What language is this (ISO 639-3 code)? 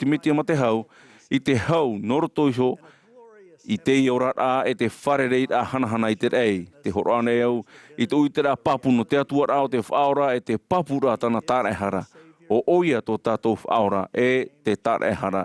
tah